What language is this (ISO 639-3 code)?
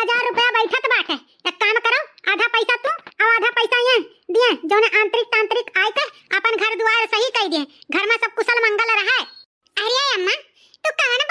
awa